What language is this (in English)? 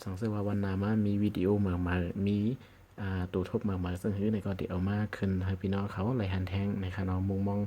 Shan